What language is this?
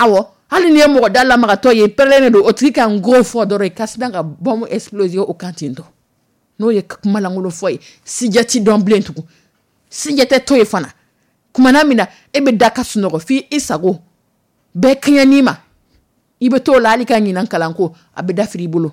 Dyula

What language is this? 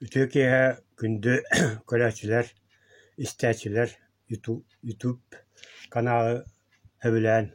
Yakut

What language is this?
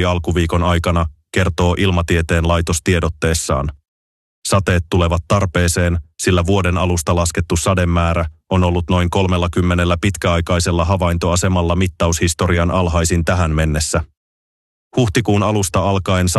Finnish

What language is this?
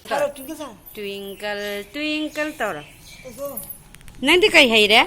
Manipuri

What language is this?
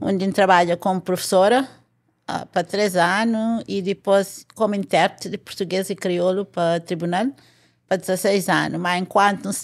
Kabuverdianu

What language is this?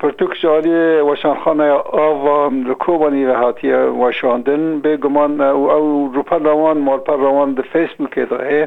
Kurdish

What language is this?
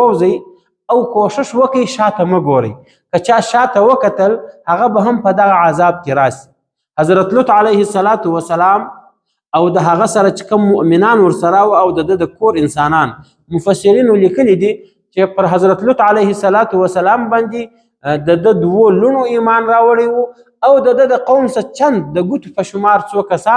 Pashto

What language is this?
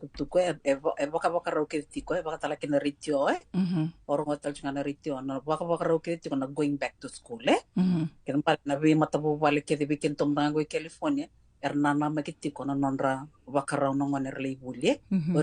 Fijian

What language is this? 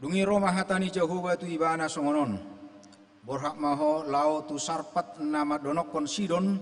Batak Toba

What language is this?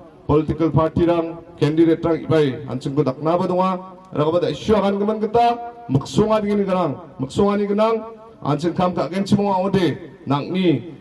Garo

